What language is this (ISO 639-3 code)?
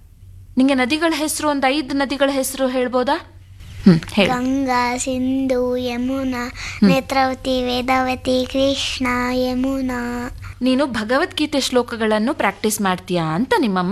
kan